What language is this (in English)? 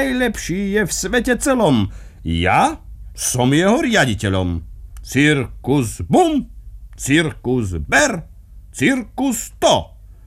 Slovak